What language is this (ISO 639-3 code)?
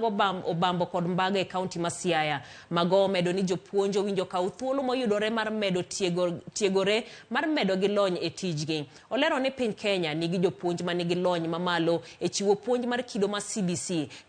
luo